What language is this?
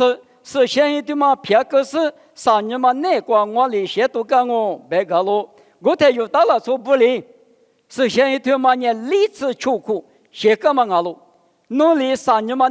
Lisu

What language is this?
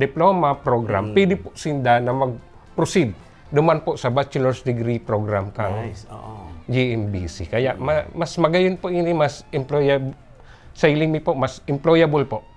Bikol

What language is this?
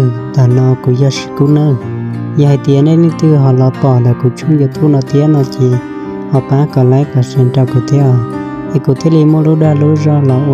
Hmong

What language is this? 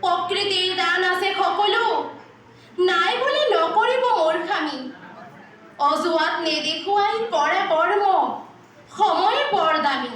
Assamese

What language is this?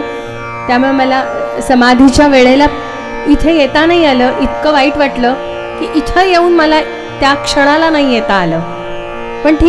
Marathi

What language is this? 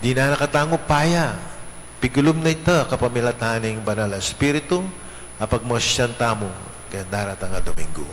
Pampanga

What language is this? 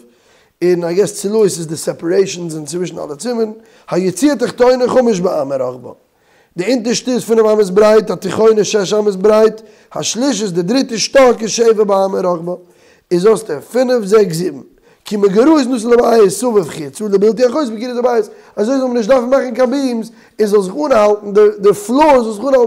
Yiddish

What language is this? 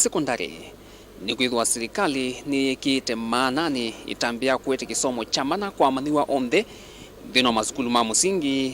Kamba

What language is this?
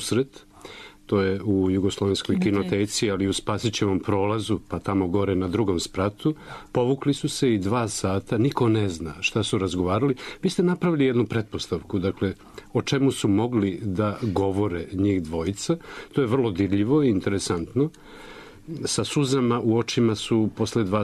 Serbian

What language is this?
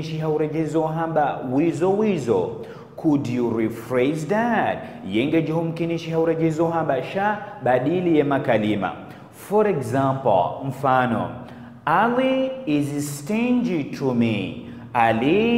Ngazidja Comorian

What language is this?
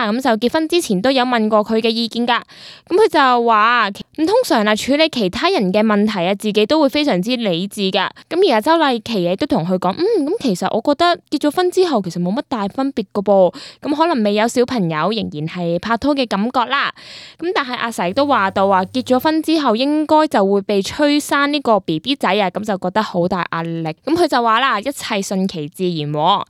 Cantonese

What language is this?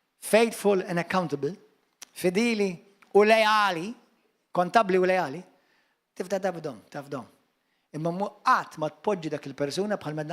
Maltese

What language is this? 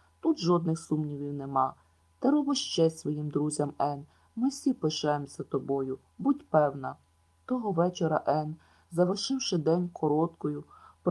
Ukrainian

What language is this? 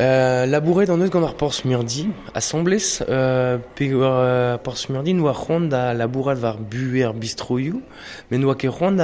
Breton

